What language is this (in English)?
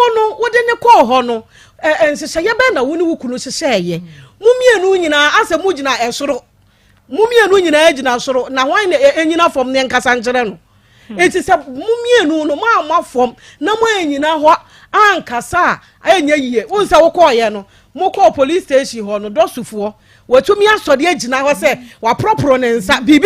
Akan